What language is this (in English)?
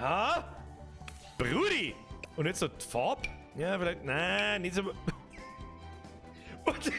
Bavarian